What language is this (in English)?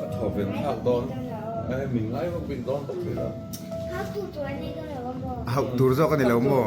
Mizo